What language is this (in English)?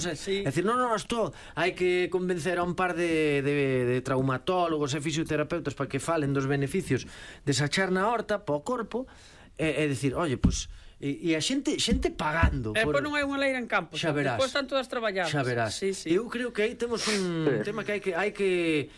Galician